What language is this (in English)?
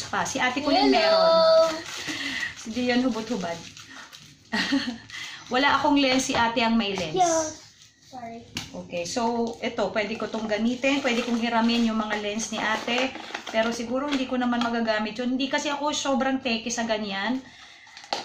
Filipino